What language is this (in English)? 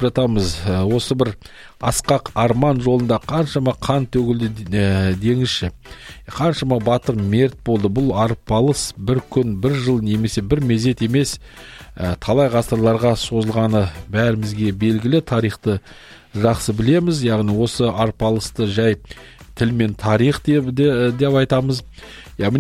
Kazakh